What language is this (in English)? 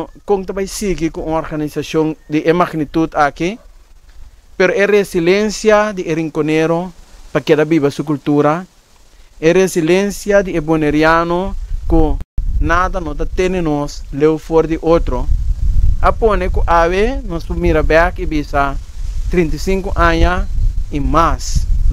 Papiamento